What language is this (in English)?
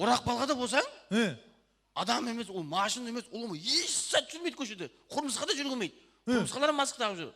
Kara-Kalpak